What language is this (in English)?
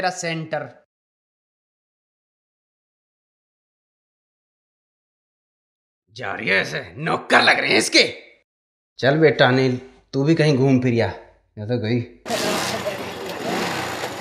Haryanvi